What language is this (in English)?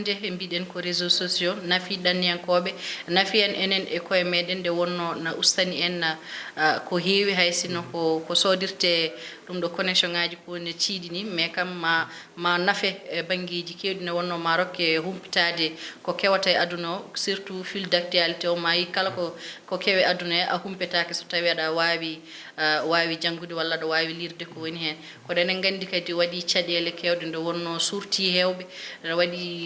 Fula